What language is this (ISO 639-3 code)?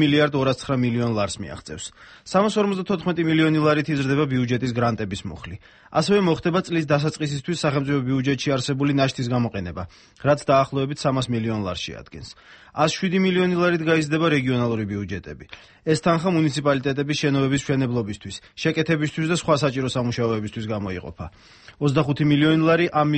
kat